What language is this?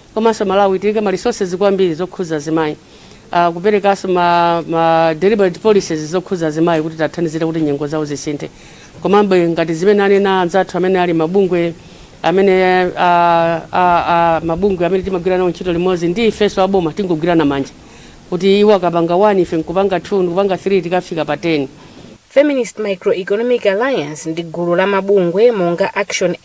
Nyanja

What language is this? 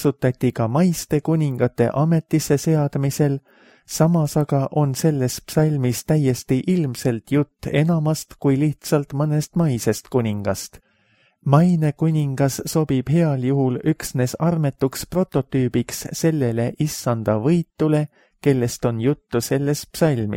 Estonian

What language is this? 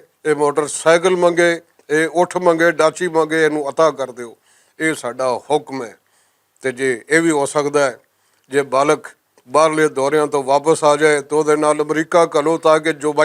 Western Panjabi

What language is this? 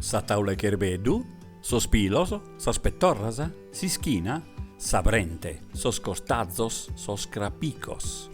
Sardinian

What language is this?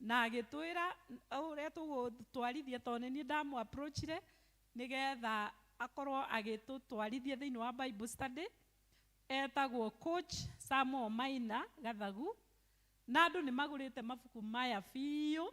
Kikuyu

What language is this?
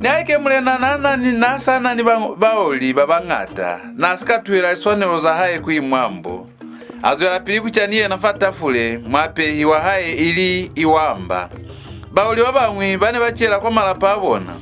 Lozi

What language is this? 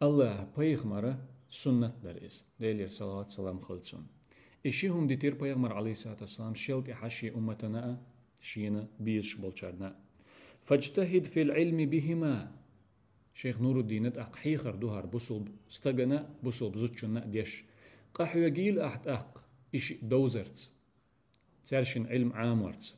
Chechen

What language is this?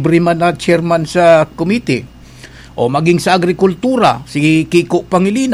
Bikol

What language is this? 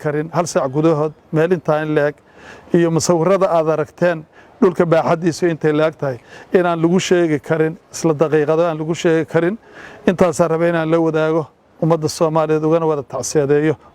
Somali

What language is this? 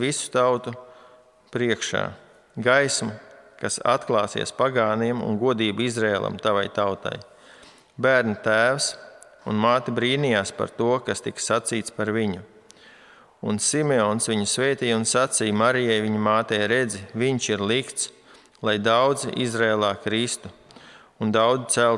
Latvian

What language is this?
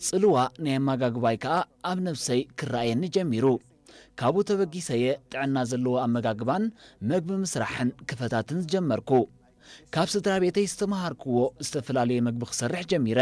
Tigrinya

